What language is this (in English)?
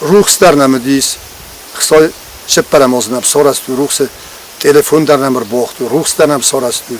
Ossetic